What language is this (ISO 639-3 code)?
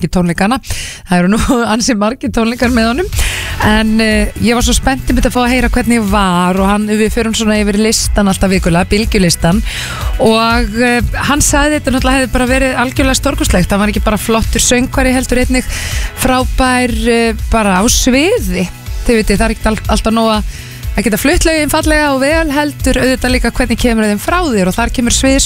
isl